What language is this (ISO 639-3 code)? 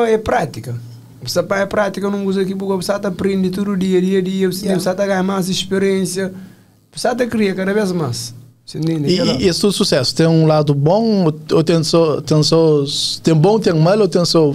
kea